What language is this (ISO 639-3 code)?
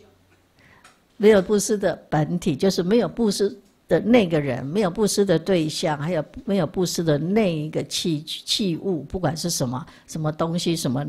zho